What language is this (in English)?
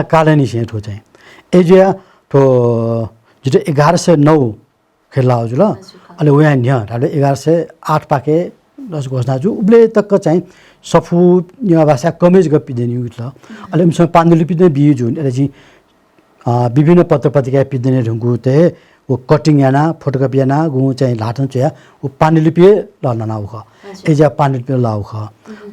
Newari